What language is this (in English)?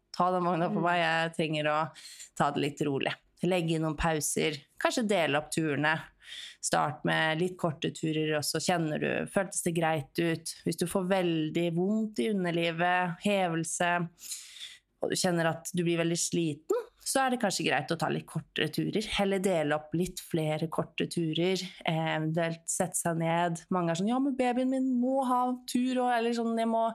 Norwegian